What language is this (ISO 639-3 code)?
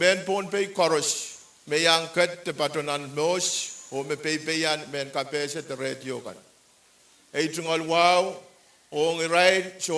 pon